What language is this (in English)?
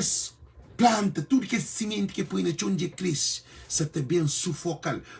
Kabuverdianu